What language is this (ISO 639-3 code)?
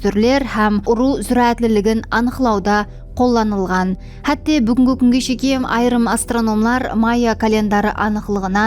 kaa